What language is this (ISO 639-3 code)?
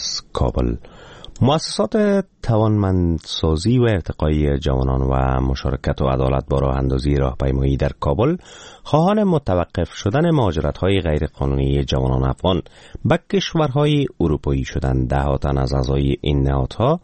fas